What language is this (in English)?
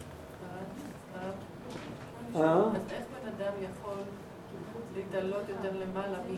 Hebrew